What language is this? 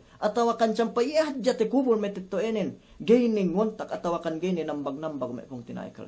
Yakan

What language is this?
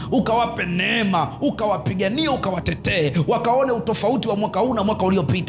Swahili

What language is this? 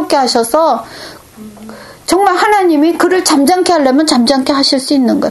Korean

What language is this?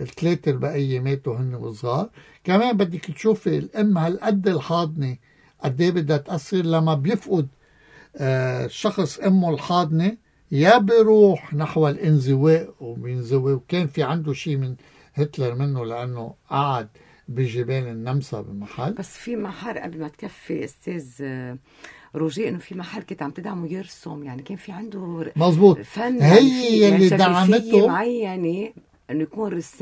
North Levantine Arabic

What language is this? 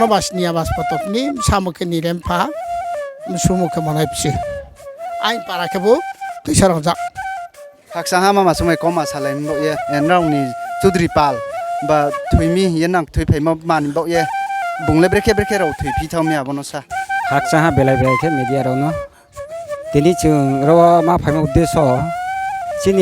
Riang (India)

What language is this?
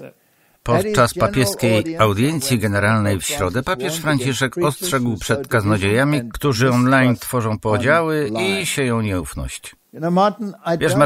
Polish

